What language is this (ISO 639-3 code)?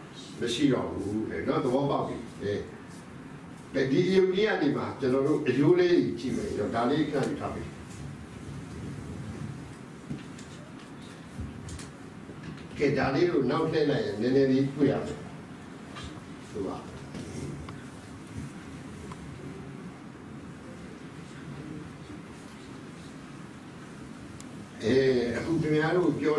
mya